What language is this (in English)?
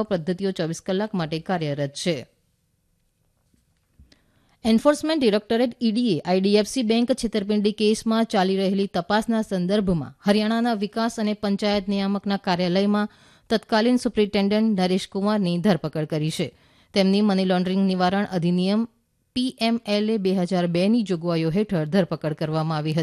Gujarati